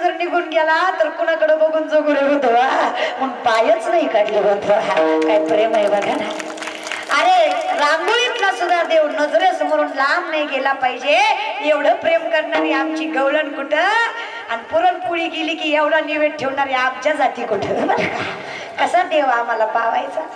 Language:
Marathi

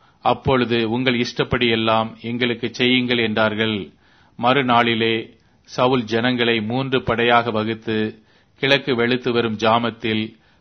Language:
Tamil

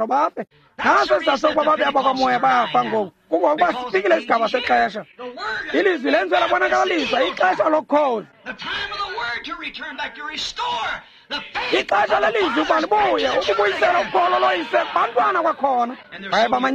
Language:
Xhosa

